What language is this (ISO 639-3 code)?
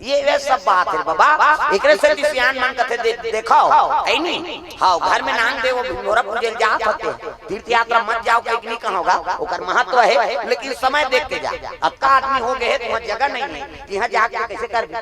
hne